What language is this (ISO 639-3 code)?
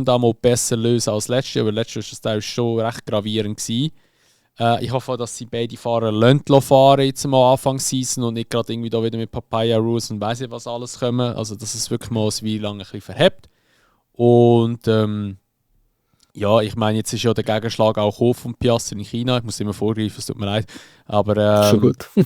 gsw